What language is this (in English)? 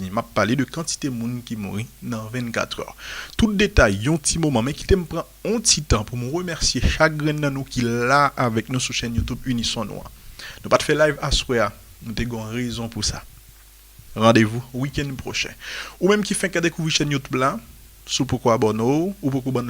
Haitian Creole